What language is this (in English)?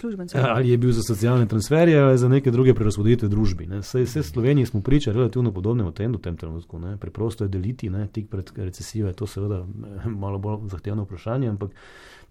Slovenian